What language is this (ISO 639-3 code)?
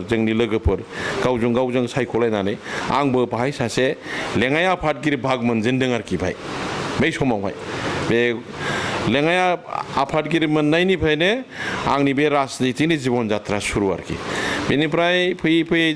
brx